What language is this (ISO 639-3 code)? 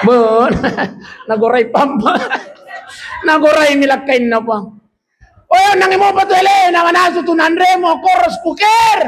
bug